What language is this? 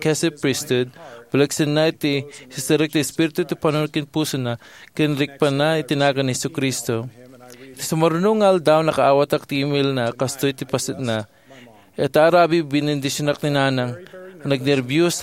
Iloko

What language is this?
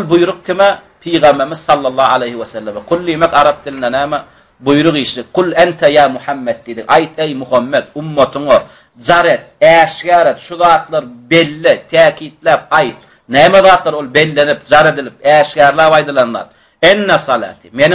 Turkmen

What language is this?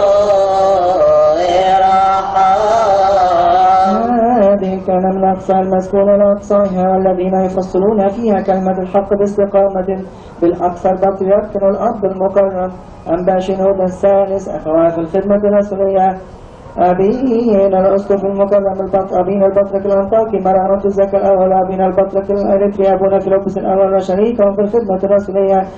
Arabic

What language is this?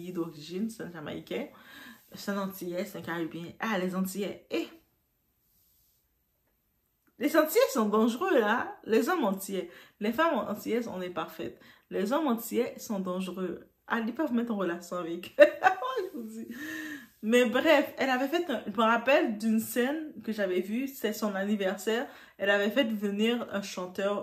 French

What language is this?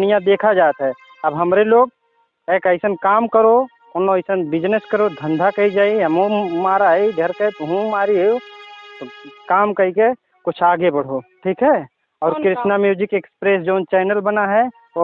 Awadhi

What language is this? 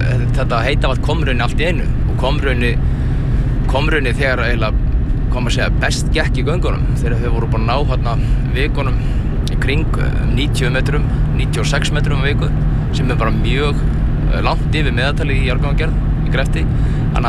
Icelandic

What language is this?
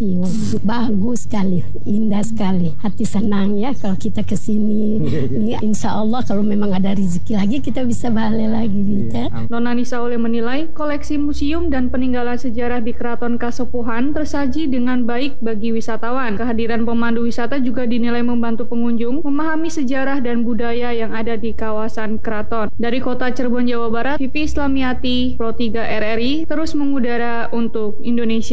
Indonesian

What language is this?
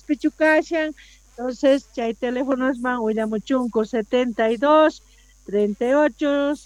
Quechua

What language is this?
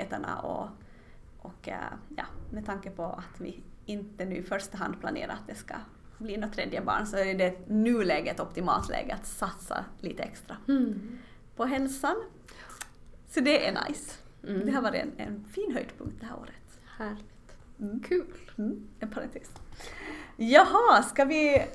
Swedish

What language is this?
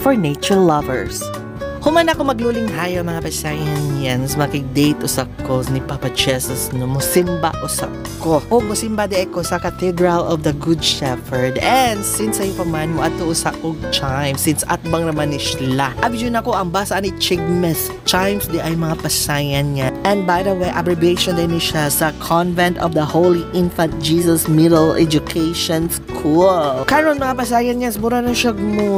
Cebuano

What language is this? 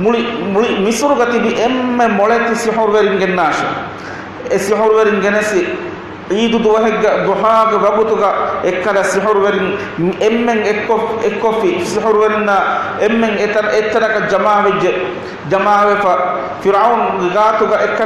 Divehi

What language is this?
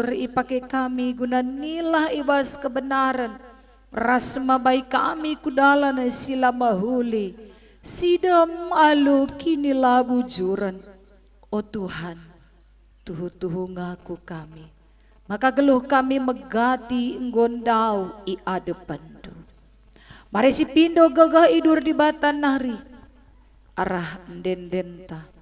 Batak Karo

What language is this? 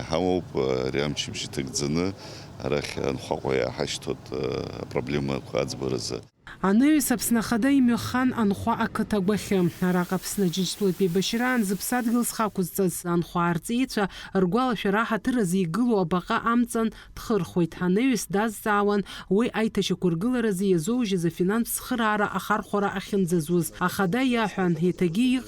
Abkhazian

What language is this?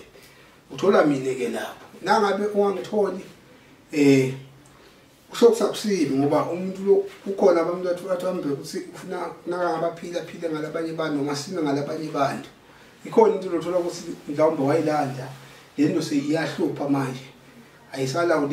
Zulu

